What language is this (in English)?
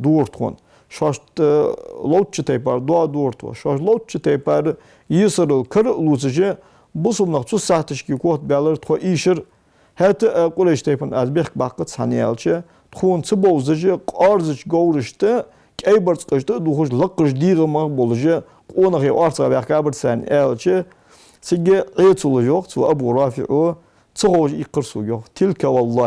Ingush